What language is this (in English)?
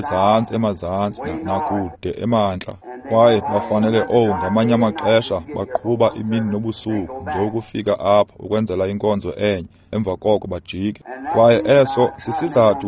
Xhosa